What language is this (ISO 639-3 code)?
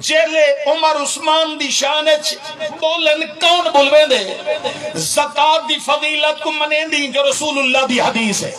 skr